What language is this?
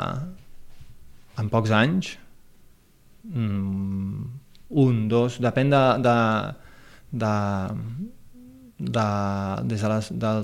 Catalan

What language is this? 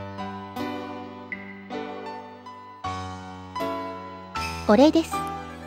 Japanese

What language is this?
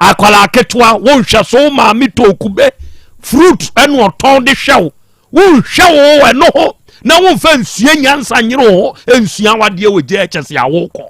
Akan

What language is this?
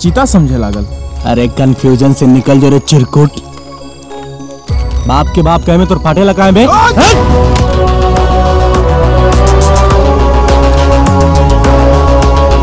Bhojpuri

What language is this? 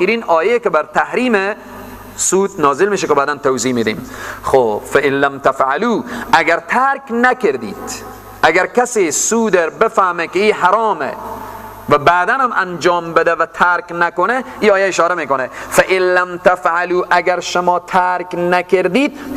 Persian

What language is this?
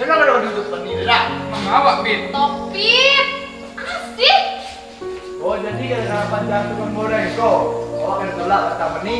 Minangkabau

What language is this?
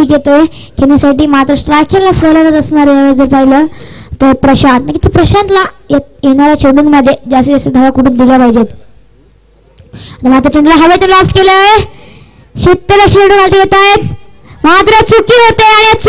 Marathi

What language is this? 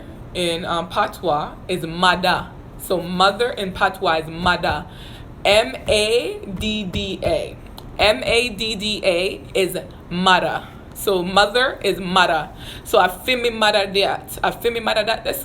Jamaican Creole English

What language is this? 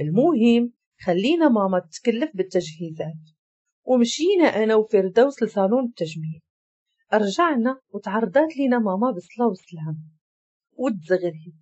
Moroccan Arabic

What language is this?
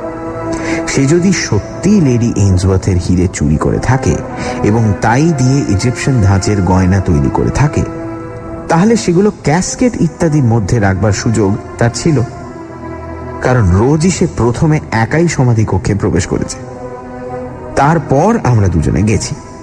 Bangla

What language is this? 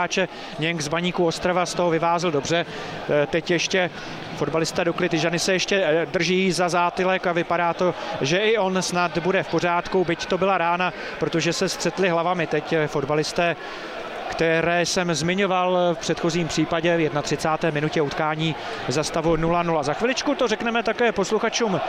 Czech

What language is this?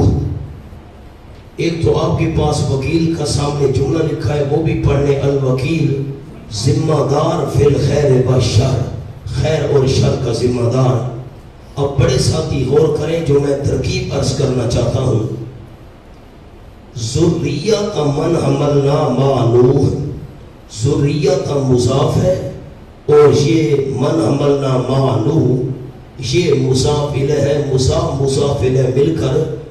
Urdu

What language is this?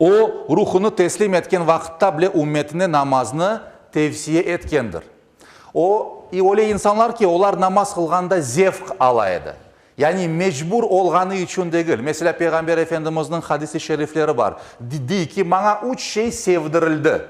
Crimean Tatar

